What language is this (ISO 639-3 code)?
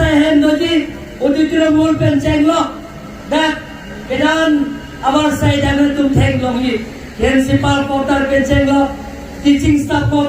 mjw